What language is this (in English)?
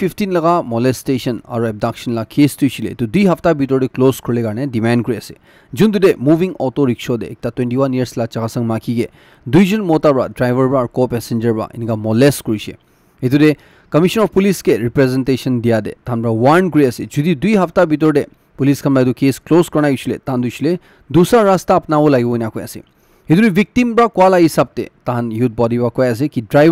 Naga Pidgin